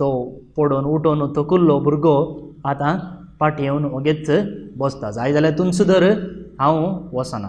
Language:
Konkani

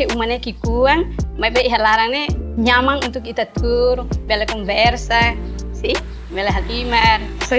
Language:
Tetum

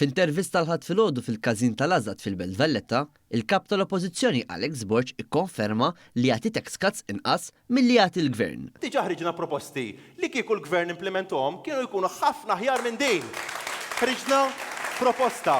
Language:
Maltese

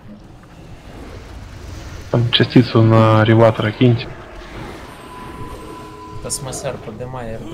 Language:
Russian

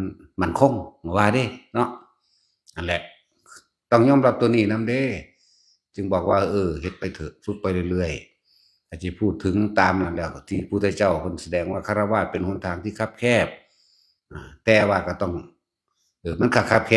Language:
Northeastern Thai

